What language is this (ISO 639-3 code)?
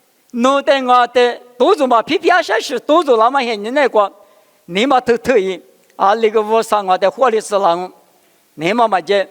lis